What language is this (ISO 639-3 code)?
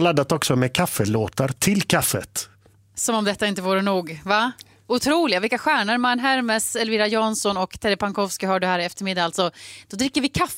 swe